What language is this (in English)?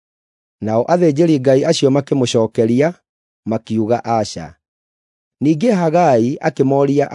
Kikuyu